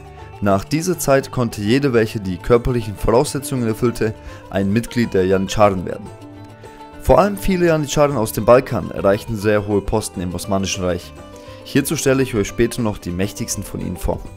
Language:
German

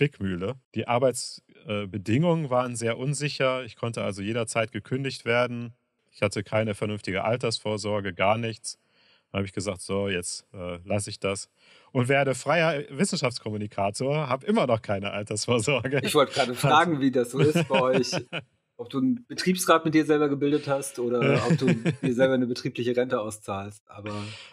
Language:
German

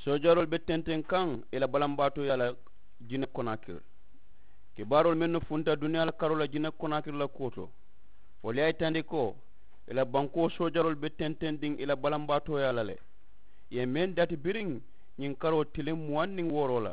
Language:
Mandingo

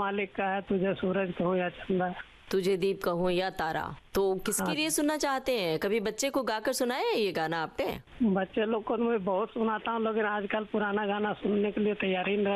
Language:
Hindi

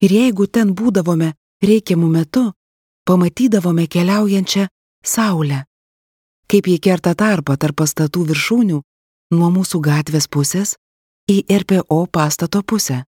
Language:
Lithuanian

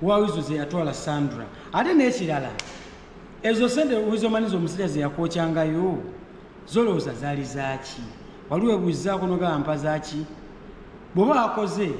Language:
Ganda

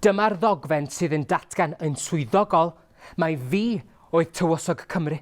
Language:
Welsh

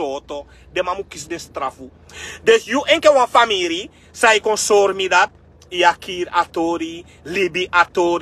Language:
Sranan Tongo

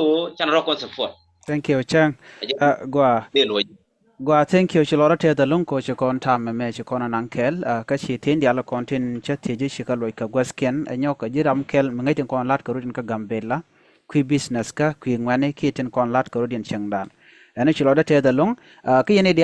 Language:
Nuer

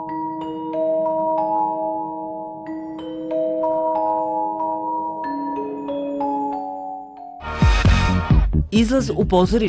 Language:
Serbian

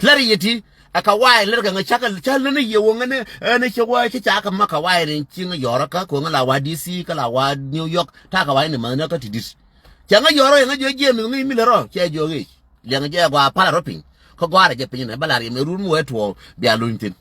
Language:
Nuer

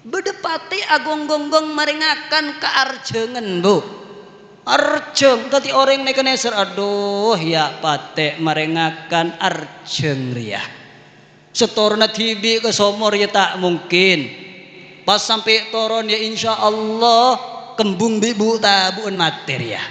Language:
Madurese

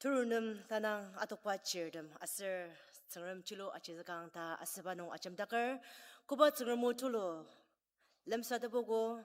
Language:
Ao Naga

